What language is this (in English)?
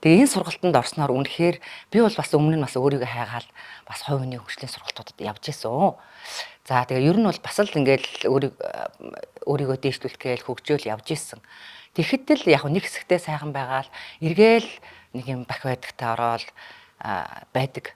Mongolian